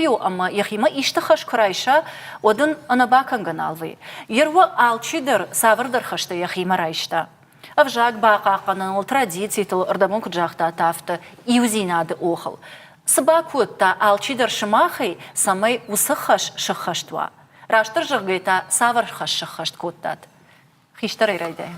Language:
Ossetic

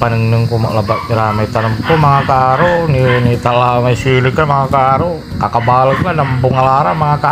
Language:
Pangasinan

